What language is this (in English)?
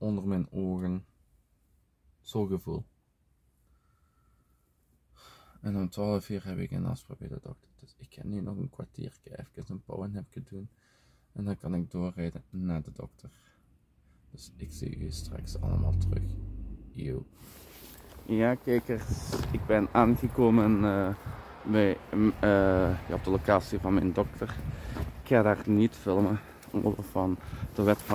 Dutch